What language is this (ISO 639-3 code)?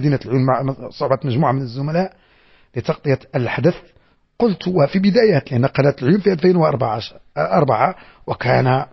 ary